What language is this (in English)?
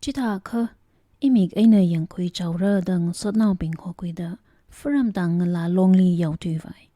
Tangkhul Naga (India)